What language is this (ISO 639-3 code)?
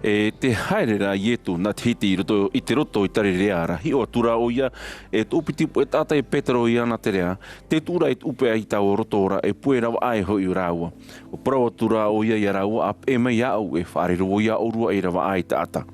tah